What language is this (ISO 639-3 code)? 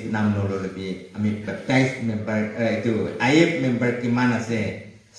nag